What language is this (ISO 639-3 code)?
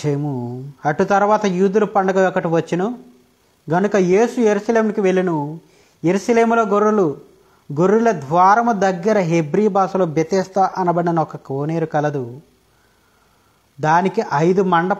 tel